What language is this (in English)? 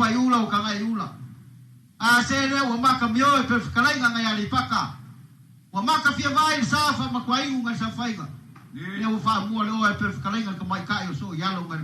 Samoan